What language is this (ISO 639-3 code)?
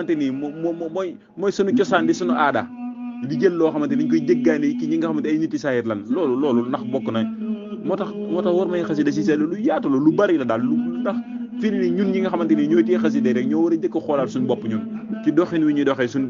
wol